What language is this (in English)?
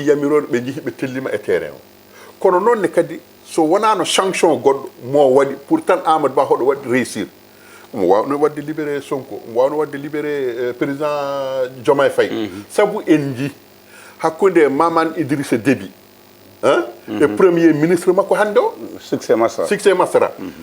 Fula